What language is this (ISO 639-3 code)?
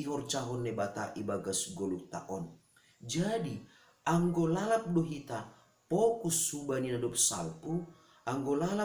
bts